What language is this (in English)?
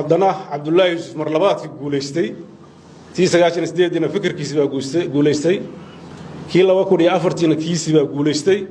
Somali